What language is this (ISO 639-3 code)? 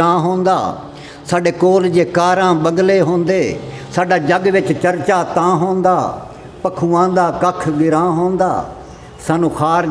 skr